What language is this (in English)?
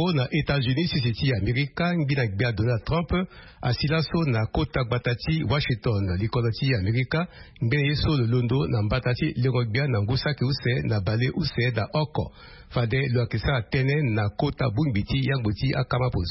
Sango